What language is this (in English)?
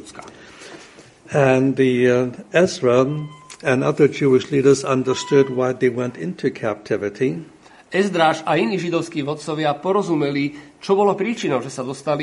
Slovak